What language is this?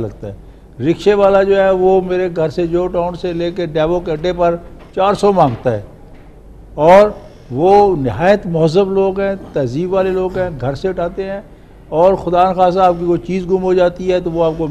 Urdu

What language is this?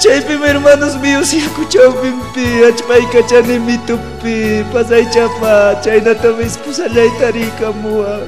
Ayacucho Quechua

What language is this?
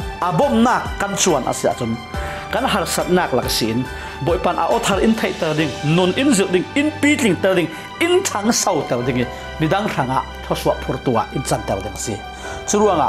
Falam Chin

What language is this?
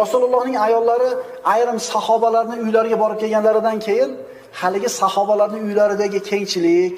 Uzbek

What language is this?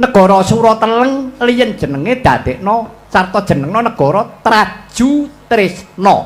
Javanese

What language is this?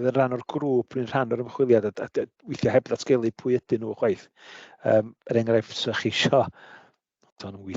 Welsh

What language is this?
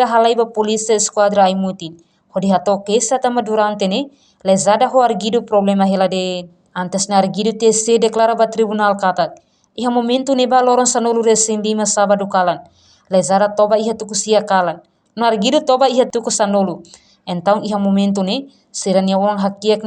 Tetum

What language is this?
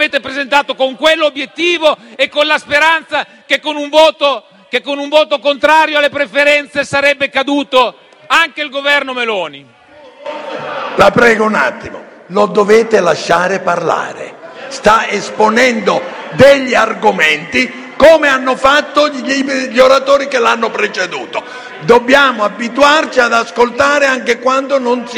Italian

